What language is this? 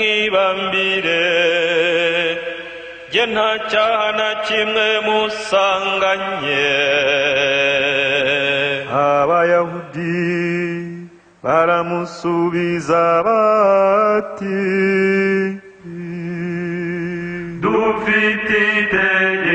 Kinyarwanda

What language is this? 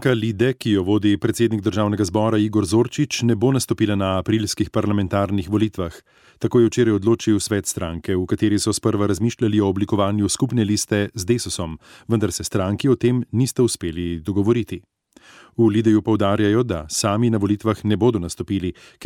Slovenian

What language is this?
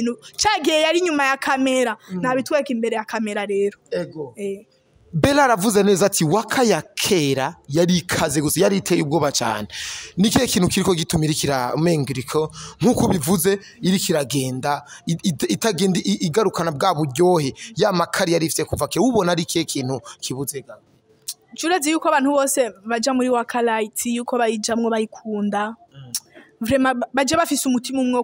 Rundi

